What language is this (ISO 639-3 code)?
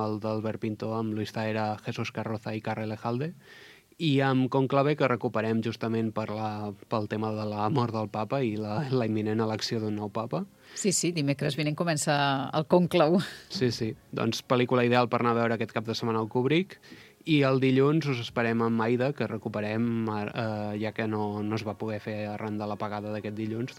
cat